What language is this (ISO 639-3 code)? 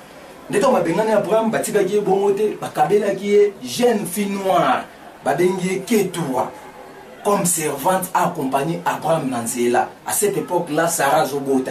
lin